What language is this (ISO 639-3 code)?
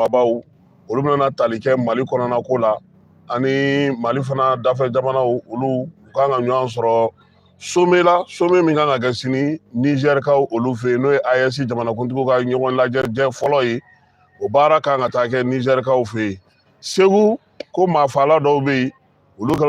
bam